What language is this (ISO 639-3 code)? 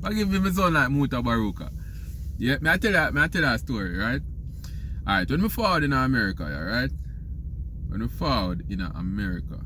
jam